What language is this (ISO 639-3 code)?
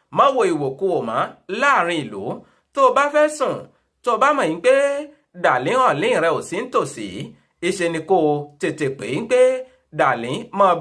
yor